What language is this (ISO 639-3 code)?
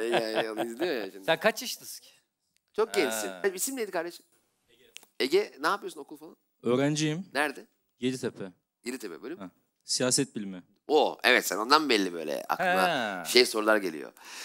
tur